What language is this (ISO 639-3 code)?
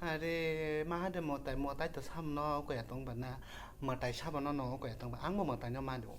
trp